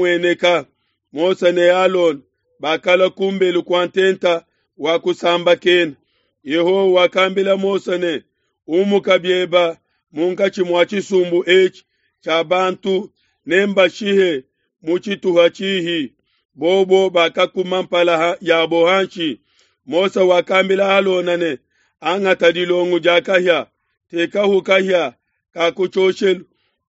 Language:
Luba-Lulua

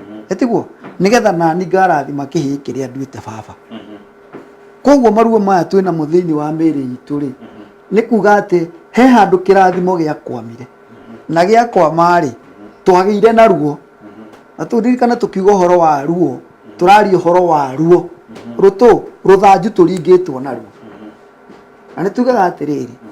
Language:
Kikuyu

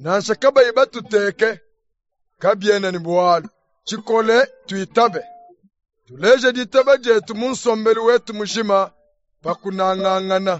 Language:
Luba-Lulua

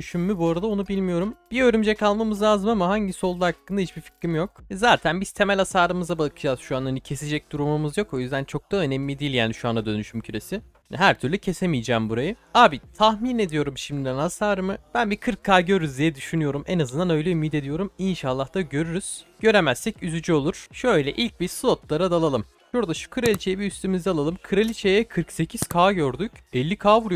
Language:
Turkish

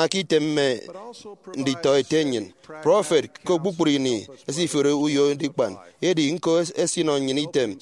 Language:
Efik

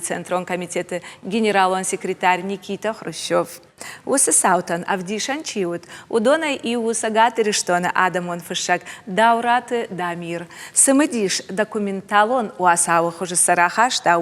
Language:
Ossetic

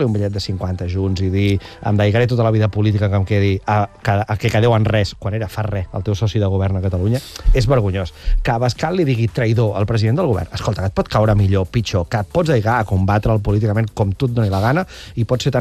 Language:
Catalan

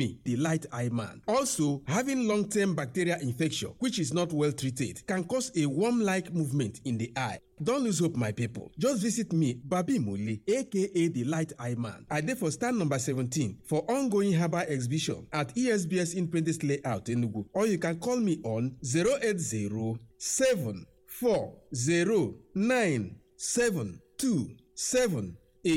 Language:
Nigerian Pidgin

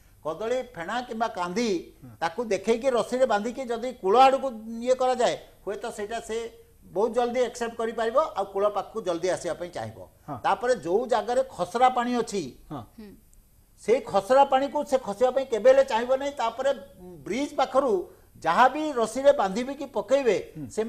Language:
Odia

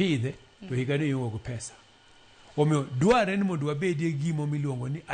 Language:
Luo (Kenya and Tanzania)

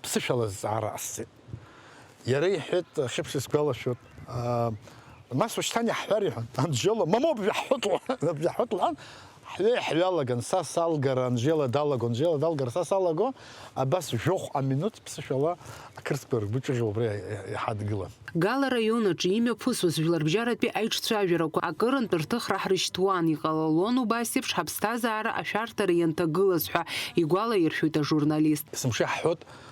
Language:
Abkhazian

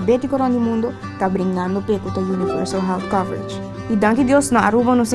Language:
Papiamento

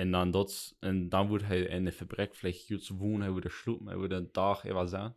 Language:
Plautdietsch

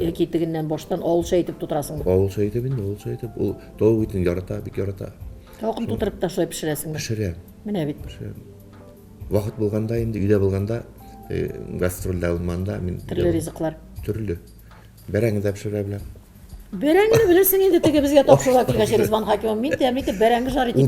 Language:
Tatar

